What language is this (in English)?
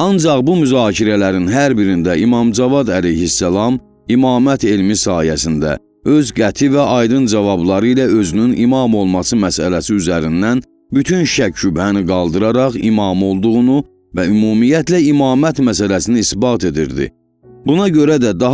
Azerbaijani